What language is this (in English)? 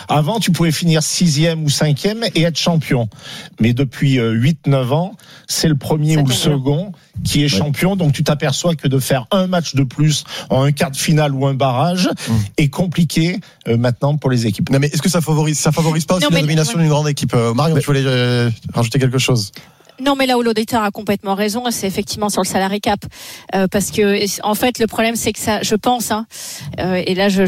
French